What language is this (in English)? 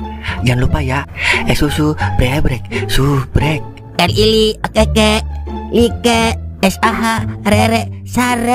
Betawi